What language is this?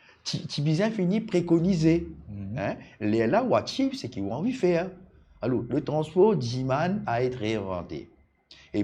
Morisyen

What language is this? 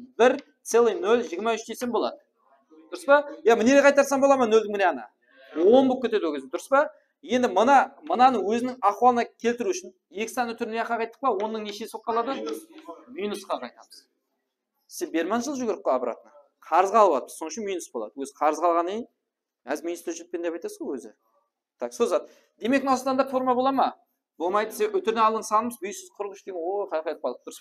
Kara-Kalpak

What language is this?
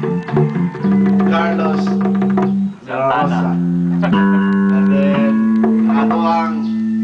Filipino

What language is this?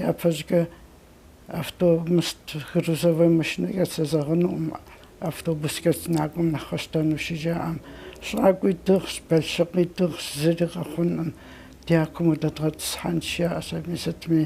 Kabardian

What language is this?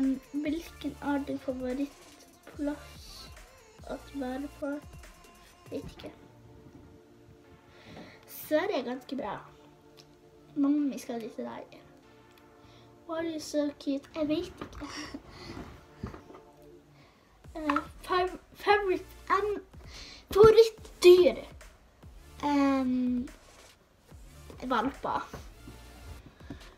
Norwegian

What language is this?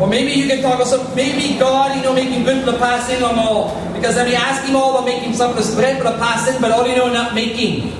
Tok Pisin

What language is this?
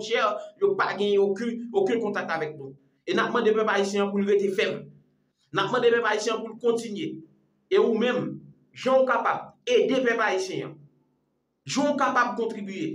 Haitian Creole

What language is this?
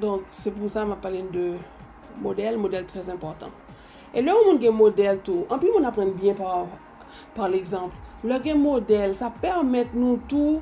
Haitian Creole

